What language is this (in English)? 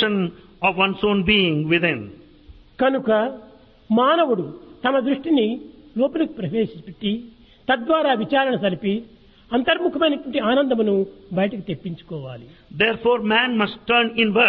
Telugu